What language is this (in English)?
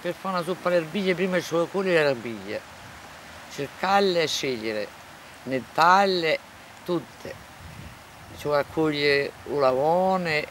Corsican